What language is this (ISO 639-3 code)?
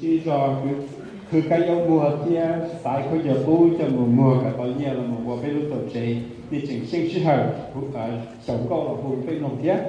hmn